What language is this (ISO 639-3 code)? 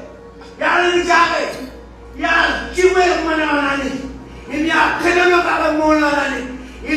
mah